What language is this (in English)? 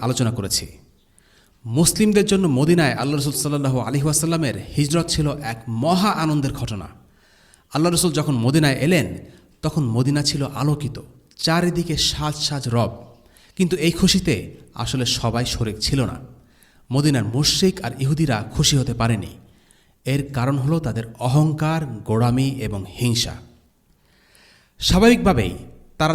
Bangla